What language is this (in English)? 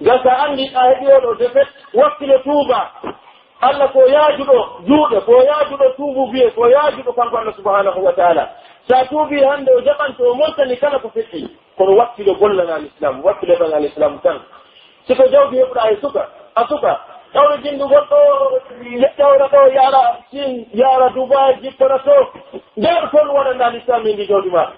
Pular